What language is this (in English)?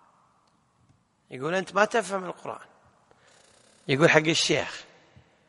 Arabic